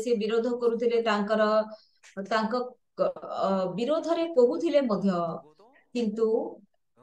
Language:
Odia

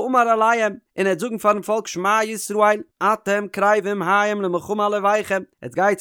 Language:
Yiddish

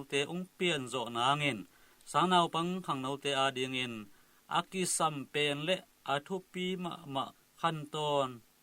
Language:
Tedim Chin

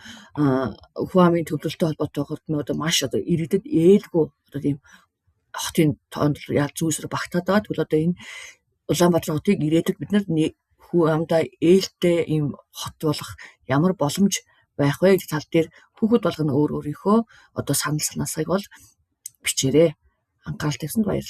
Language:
Mongolian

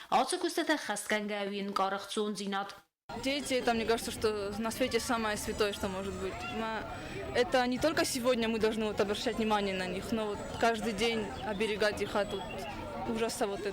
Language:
Ossetic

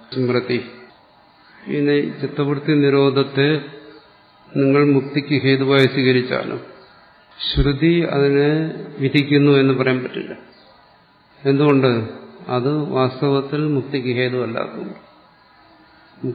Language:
Malayalam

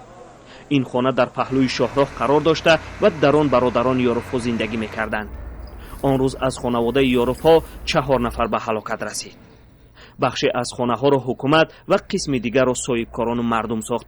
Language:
Tajik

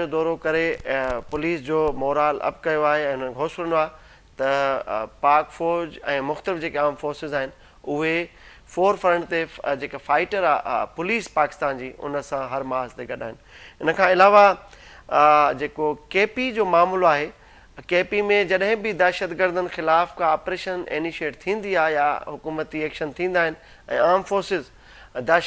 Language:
Sindhi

